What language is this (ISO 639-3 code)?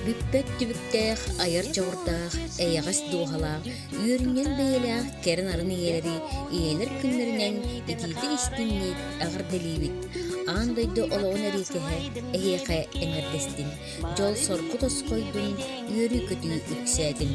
sah